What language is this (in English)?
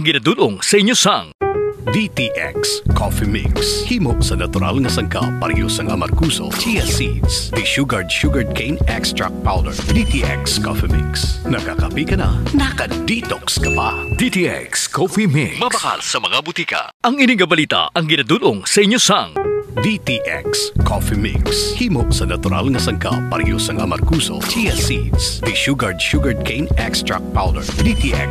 Hiligaynon